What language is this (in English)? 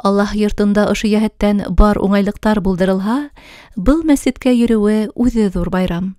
Bashkir